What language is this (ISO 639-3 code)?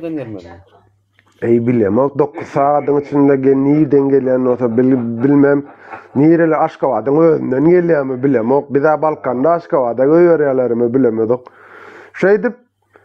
tuk